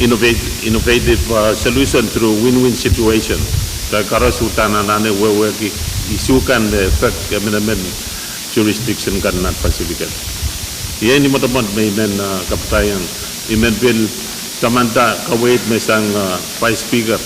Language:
Pohnpeian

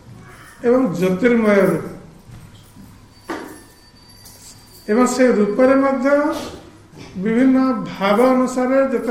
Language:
Odia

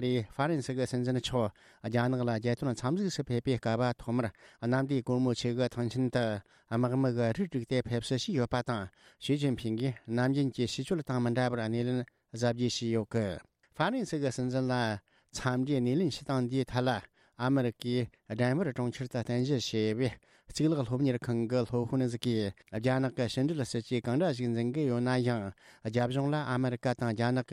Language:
Tibetan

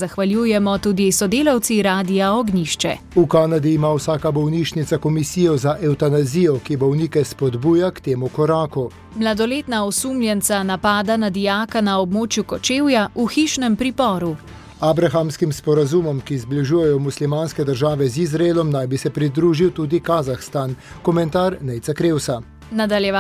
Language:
Slovenian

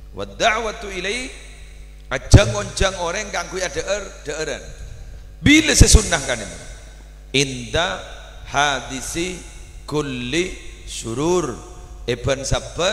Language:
Madurese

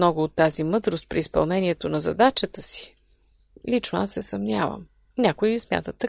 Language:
Bulgarian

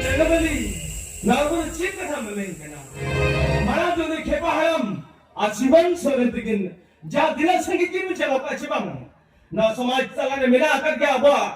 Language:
Santali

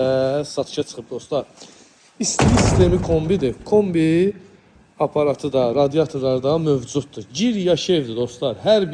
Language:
Azerbaijani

